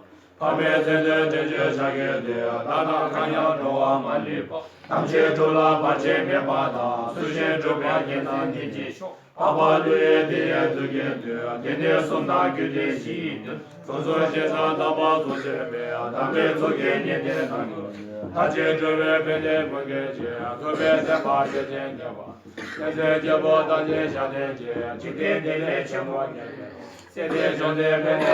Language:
Tibetan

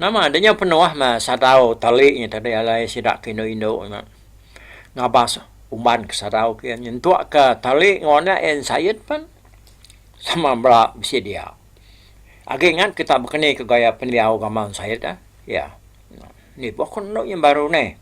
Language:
Iban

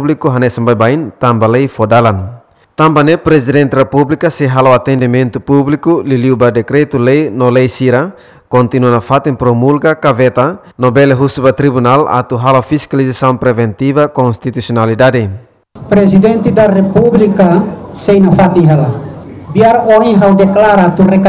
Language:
Tetum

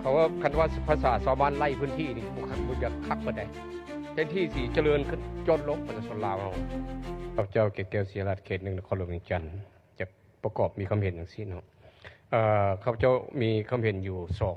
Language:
Lao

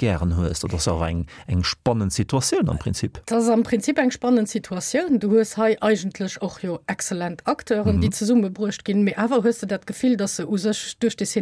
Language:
Luxembourgish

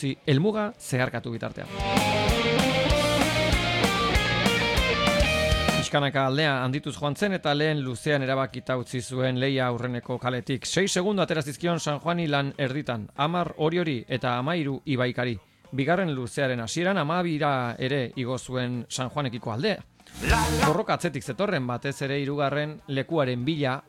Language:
Basque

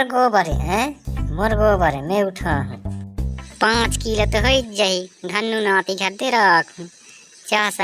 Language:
Chhattisgarhi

